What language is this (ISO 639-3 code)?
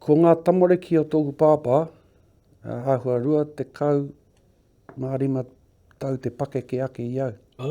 mri